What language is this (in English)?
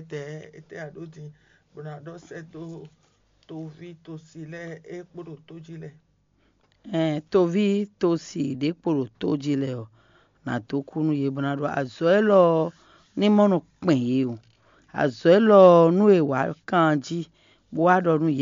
Fon